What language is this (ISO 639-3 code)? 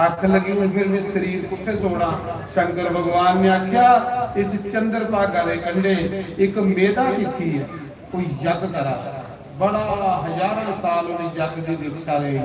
doi